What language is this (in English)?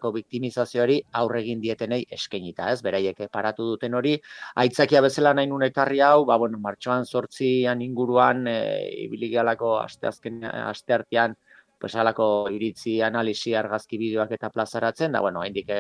Basque